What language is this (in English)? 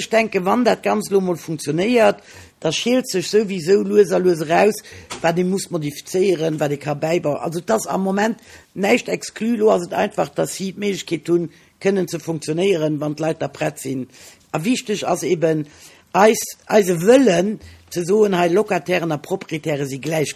Luxembourgish